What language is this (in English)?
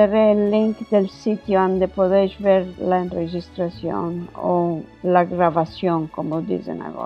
Ladino